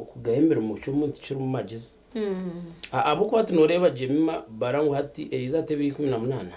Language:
Nyankole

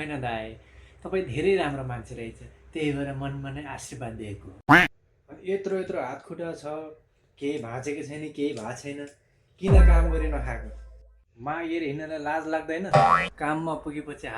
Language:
Nepali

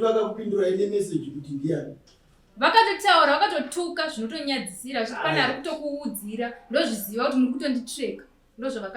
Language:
Shona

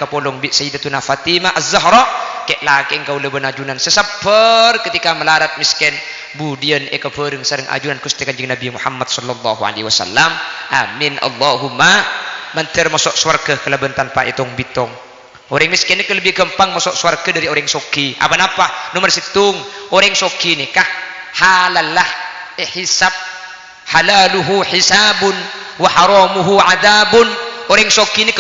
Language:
Madurese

